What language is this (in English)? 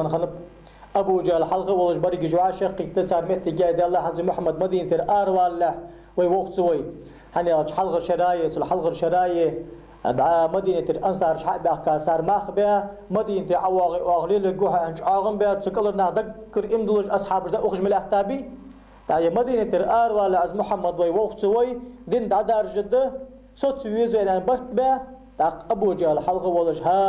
Ingush